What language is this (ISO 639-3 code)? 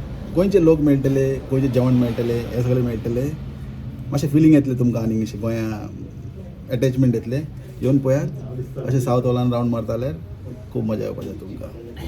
kok